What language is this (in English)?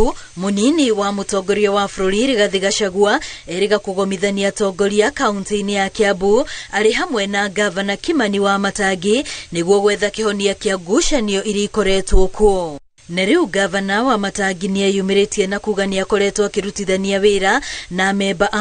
Kikuyu